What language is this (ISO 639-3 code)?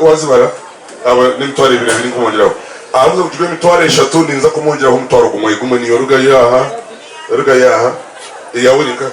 nyn